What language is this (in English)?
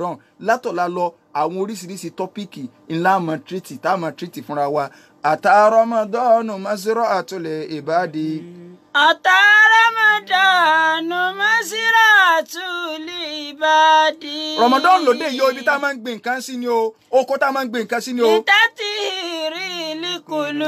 Yoruba